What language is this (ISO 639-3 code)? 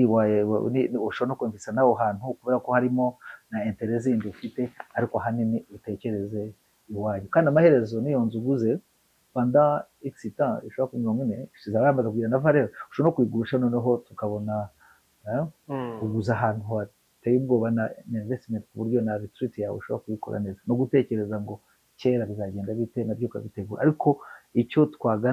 kin